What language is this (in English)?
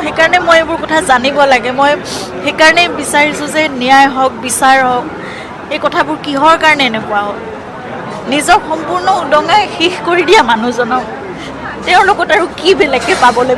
Assamese